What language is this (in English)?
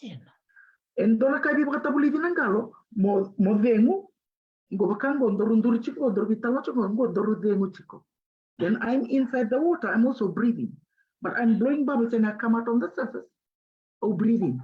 Fijian